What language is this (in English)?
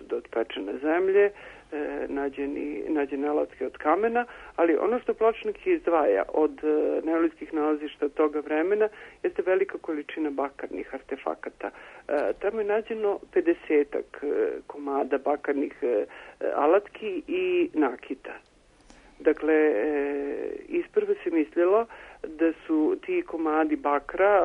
Serbian